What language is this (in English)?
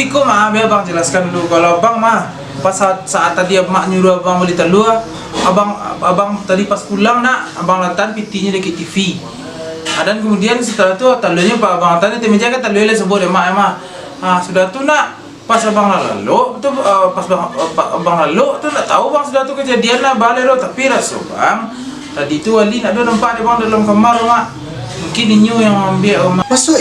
Minangkabau